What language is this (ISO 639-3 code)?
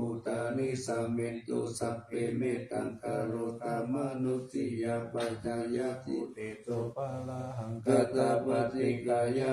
pli